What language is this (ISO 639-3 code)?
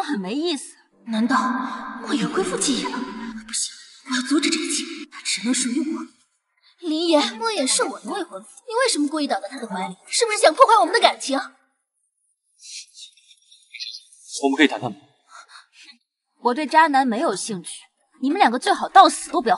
zho